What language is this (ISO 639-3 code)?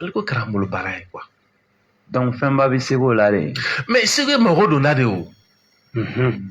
bam